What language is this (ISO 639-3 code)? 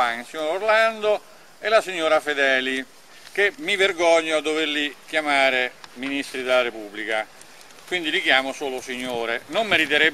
ita